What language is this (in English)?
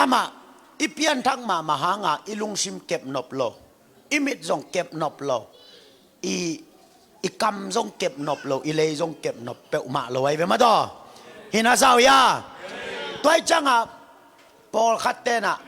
Tedim Chin